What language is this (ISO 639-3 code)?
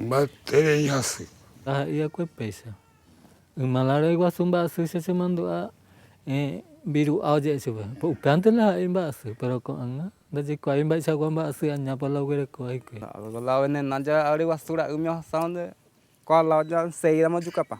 grn